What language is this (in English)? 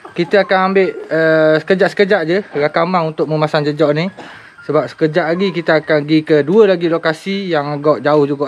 Malay